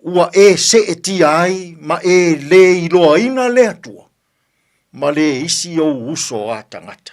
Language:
Samoan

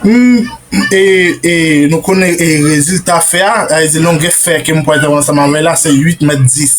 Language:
Haitian Creole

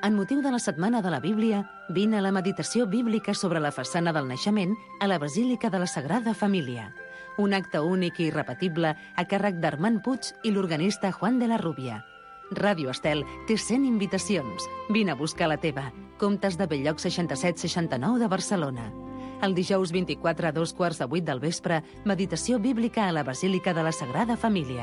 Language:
Catalan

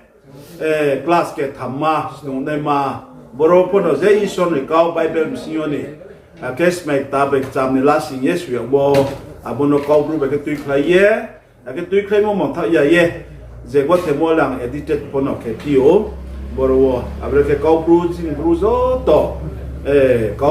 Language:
Riang (India)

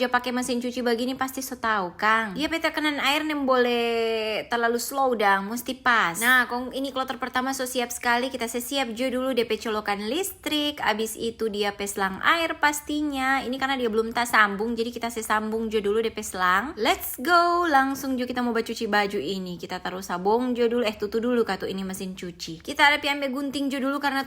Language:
Manado Malay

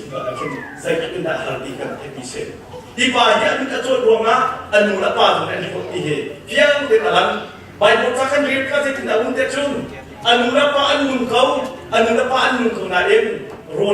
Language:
Hakha Chin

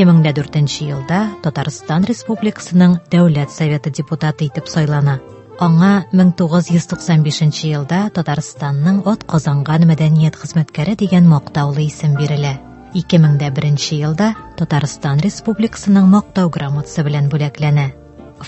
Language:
Tatar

